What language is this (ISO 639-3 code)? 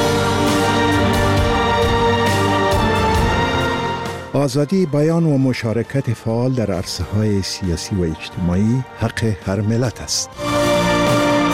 fas